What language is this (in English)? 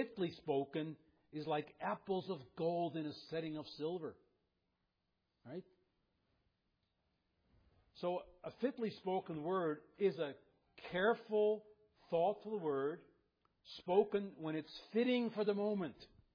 English